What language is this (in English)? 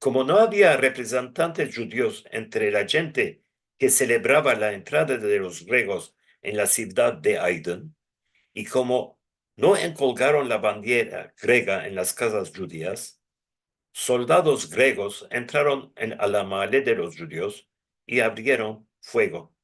Ladino